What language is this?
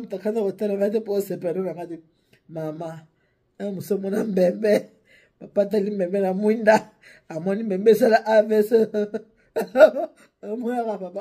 Lingala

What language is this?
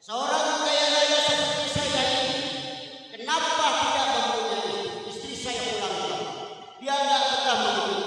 Betawi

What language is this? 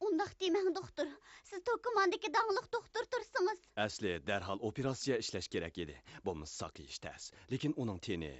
Uyghur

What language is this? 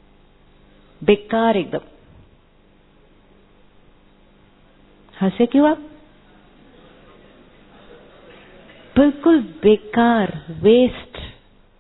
Hindi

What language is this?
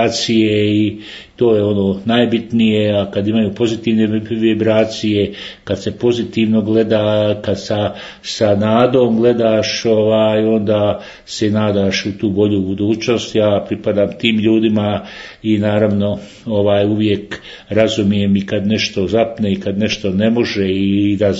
Croatian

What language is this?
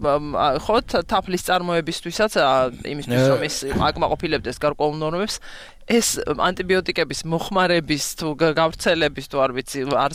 Georgian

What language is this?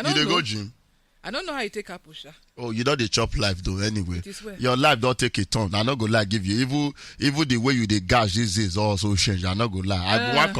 Nigerian Pidgin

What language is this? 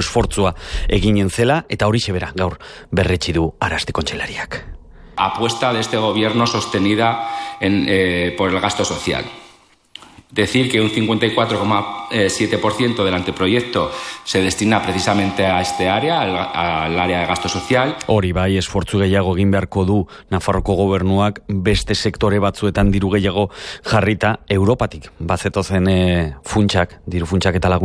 Basque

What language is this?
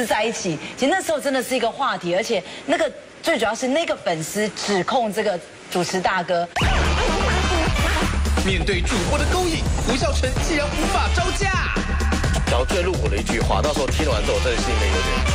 Chinese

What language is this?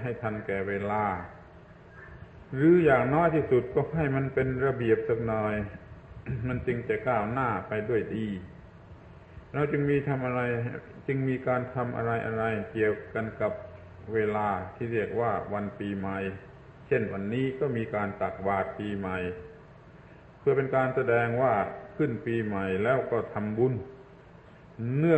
Thai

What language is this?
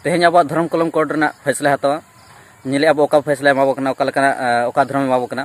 Santali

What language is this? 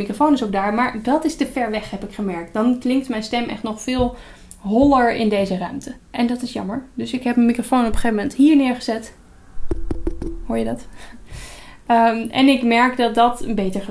Dutch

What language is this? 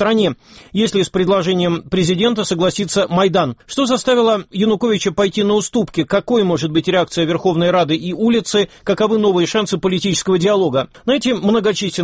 Russian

